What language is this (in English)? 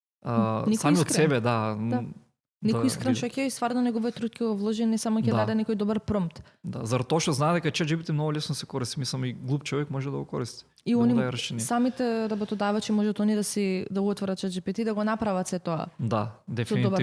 Macedonian